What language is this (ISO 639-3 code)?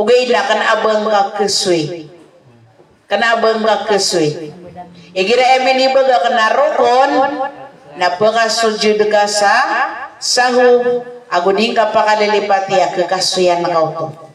mrw